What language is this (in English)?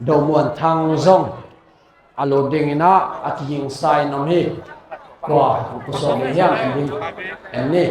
Tedim Chin